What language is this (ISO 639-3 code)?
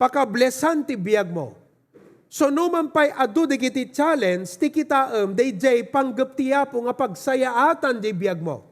ilo